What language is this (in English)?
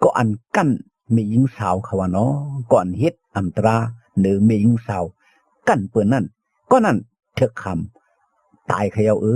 Shan